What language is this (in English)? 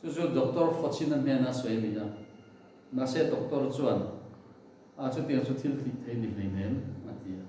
Mizo